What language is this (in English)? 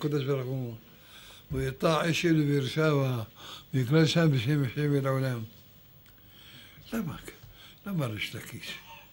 Hebrew